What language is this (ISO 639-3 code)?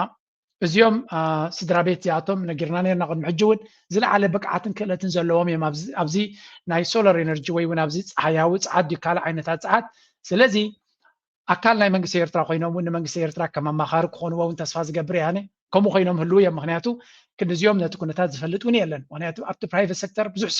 tir